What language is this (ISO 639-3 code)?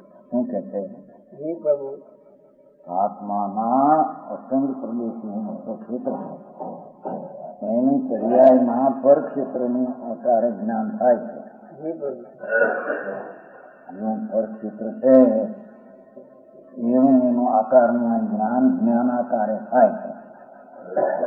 guj